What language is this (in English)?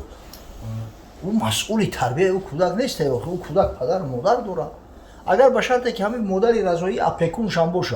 Tajik